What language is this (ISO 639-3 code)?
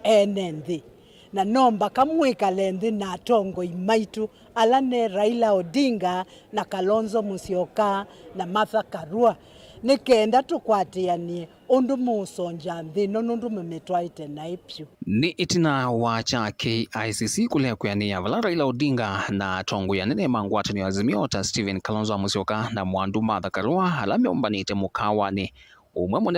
kam